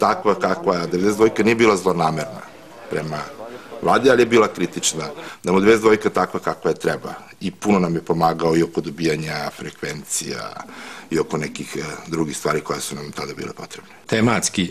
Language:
Serbian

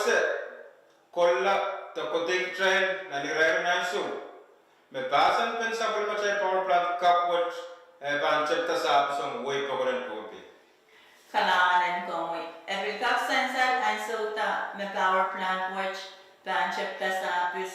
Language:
Pohnpeian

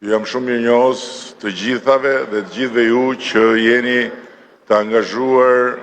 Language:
Albanian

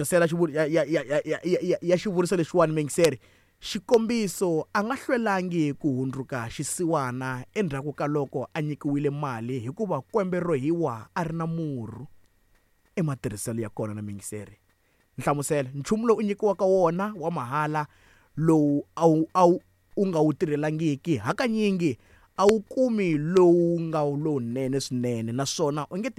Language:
Tsonga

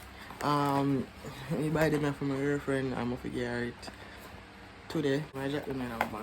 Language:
Jamaican Creole English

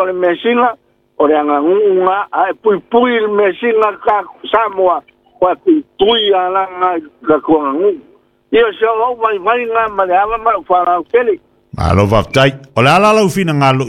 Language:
Samoan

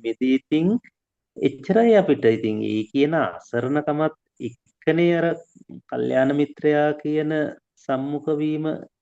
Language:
Sinhala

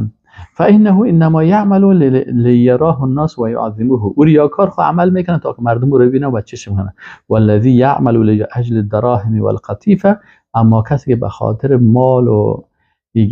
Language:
Persian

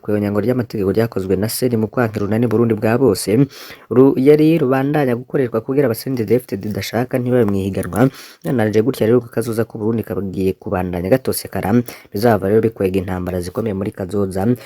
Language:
Rundi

